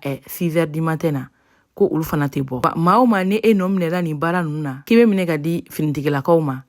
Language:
Bambara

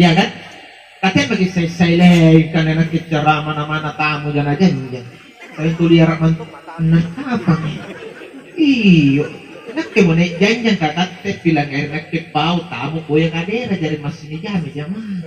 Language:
Makasar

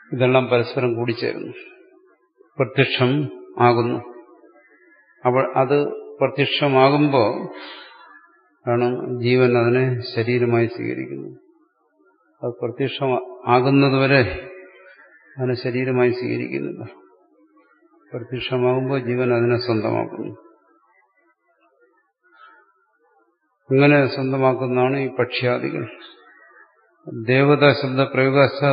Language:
Malayalam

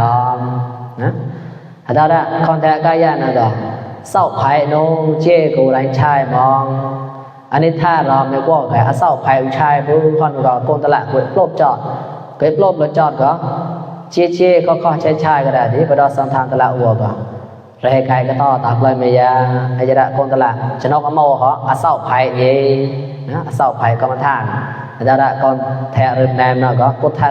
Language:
Mon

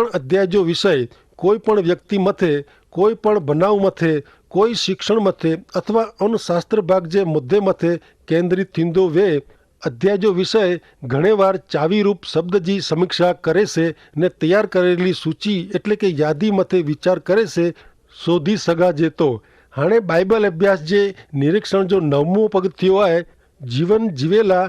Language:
Kachhi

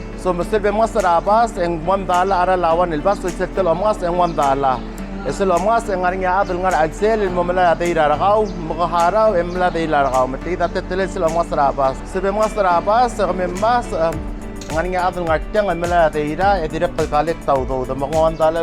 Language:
Palauan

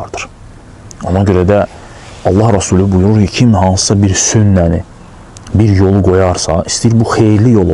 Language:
Azerbaijani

